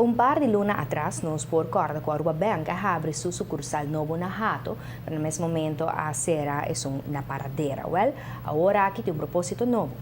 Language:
Papiamento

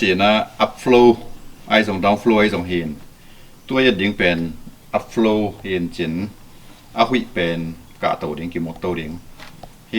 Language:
Tedim Chin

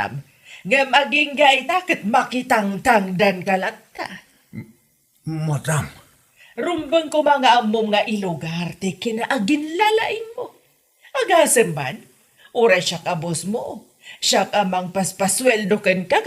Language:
Iloko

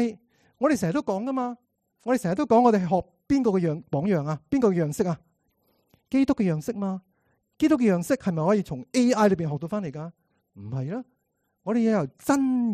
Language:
Cantonese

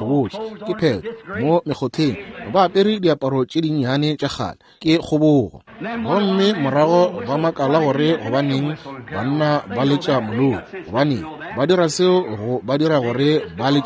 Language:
Northern Sotho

